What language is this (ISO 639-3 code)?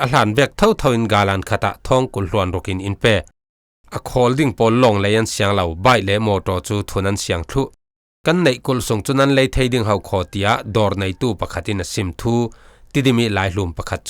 cfm